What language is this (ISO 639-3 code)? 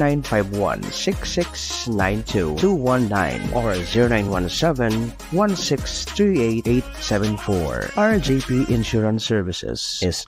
bik